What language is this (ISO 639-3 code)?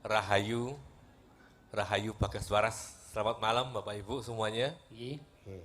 jav